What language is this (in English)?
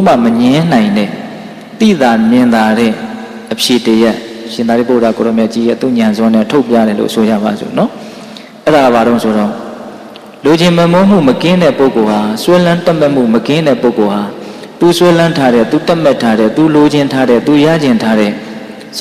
Burmese